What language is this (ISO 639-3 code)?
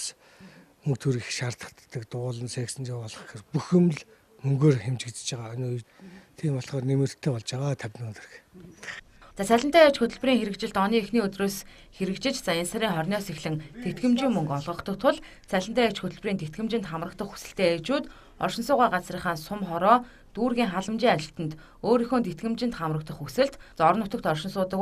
mon